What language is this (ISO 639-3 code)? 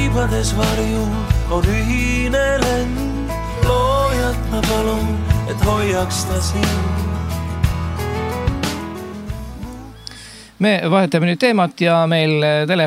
est